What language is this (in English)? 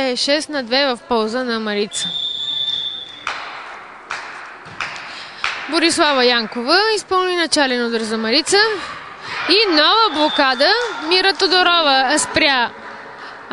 Bulgarian